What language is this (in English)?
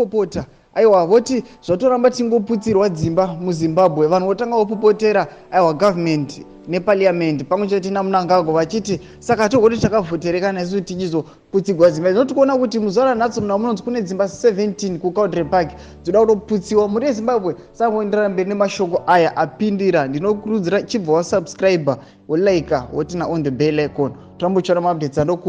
Shona